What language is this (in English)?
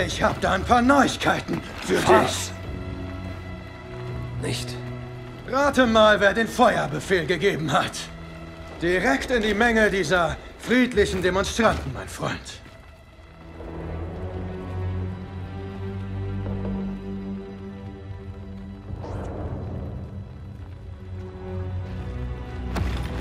German